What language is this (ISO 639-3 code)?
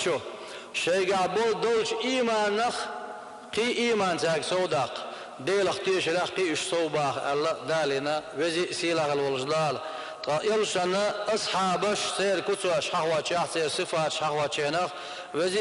che